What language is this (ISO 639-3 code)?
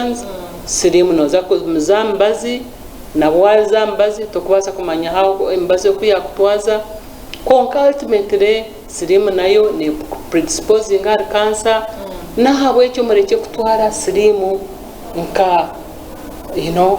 nyn